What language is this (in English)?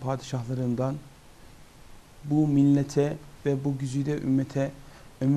Turkish